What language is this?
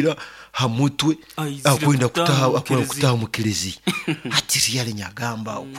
Nyoro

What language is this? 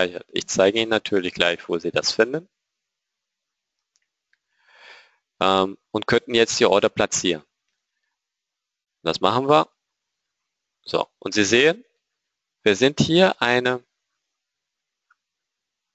German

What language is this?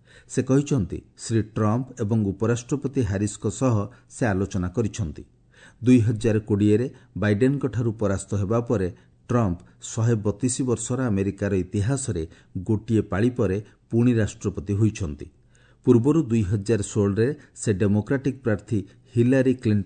Odia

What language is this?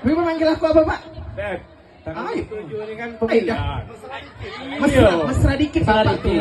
Musi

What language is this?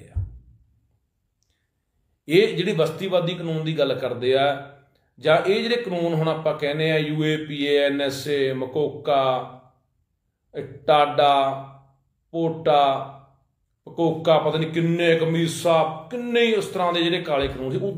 Punjabi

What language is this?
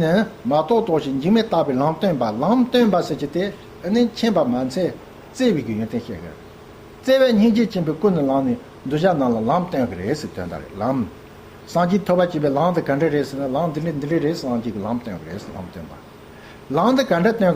Tibetan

